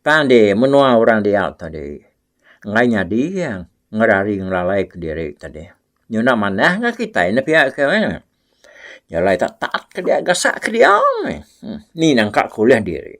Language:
Iban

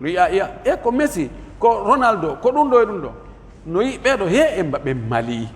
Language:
Pular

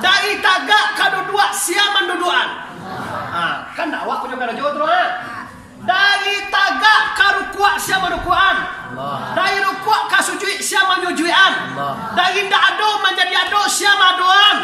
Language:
Minangkabau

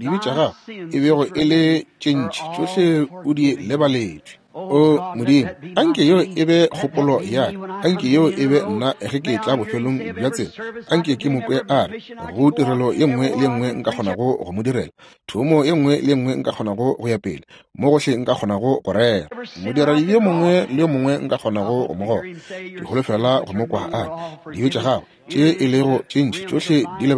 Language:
Northern Sotho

